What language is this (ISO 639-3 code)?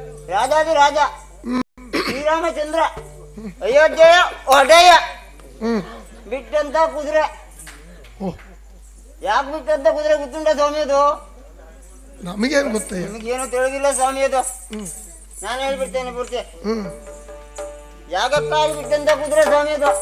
kan